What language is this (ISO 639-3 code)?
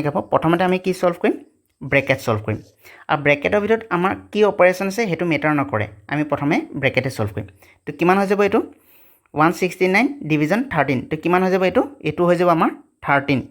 asm